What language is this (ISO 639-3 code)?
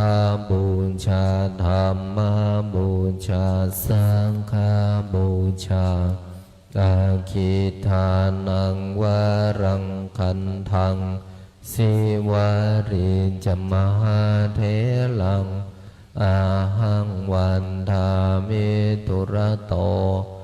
pli